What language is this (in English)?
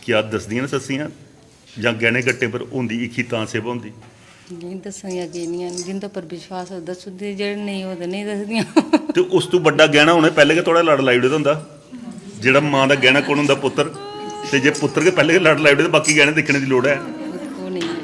Dogri